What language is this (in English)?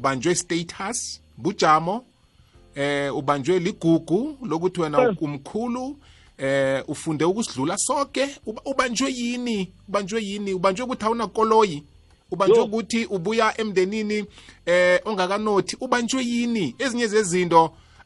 South Ndebele